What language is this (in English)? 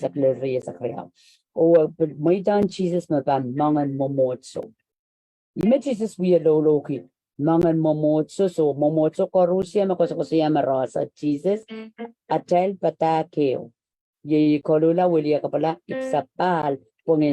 Pohnpeian